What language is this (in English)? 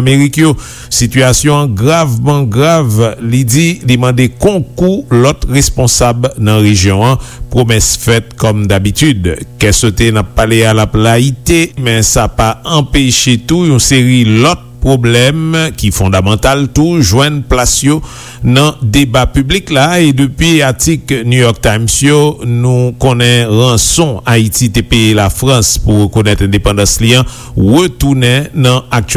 Haitian Creole